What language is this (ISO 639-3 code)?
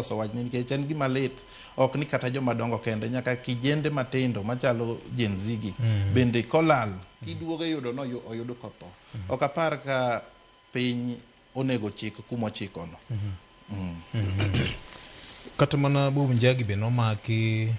luo